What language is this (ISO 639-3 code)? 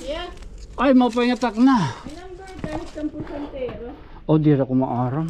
war